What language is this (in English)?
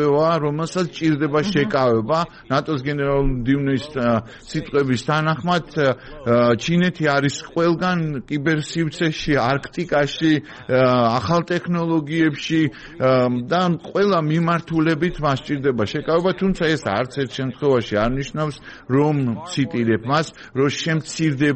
Georgian